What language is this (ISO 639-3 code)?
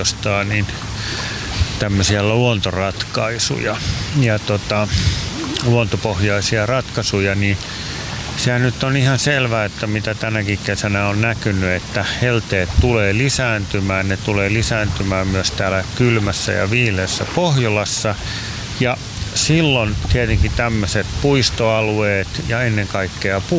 fin